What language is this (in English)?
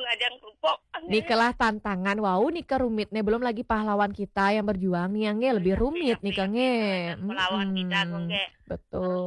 Balinese